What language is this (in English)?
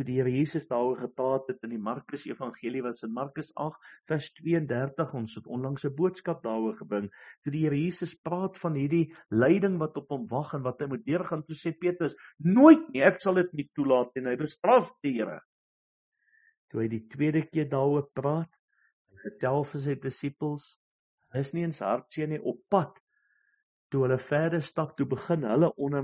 Afrikaans